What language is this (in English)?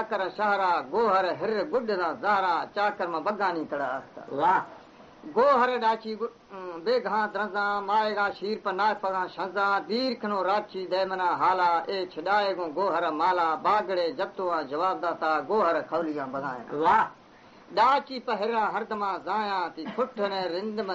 Baluchi